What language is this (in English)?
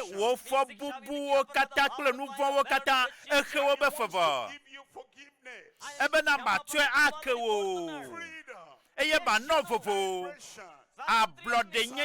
Ewe